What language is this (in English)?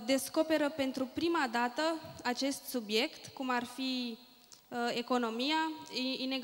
Romanian